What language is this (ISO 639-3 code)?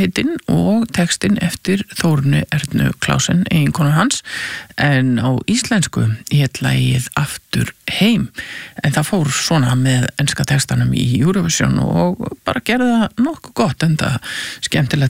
isl